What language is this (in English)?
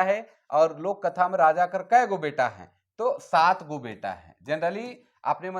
Sadri